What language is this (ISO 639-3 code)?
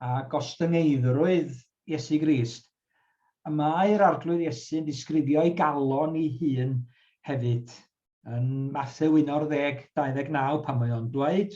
cym